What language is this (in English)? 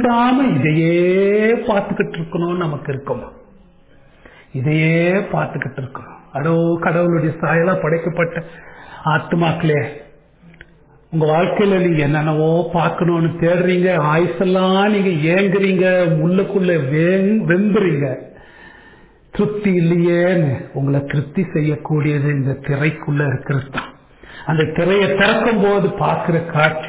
Tamil